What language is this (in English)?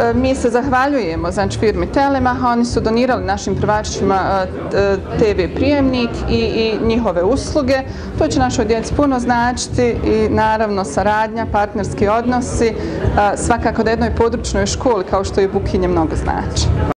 Bosnian